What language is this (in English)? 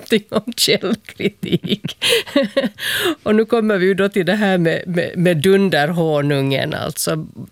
Swedish